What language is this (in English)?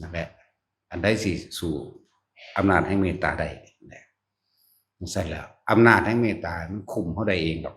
Northeastern Thai